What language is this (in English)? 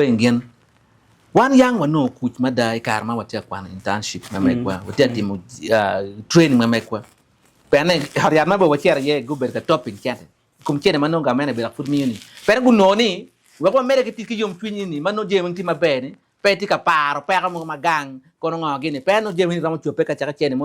Acoli